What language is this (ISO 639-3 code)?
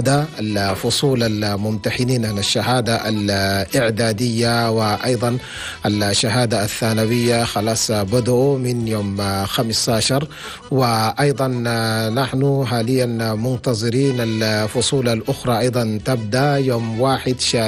shu